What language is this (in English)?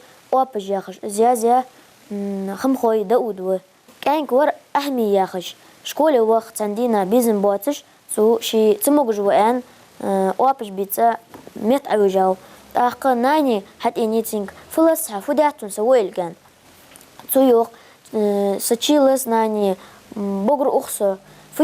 Ingush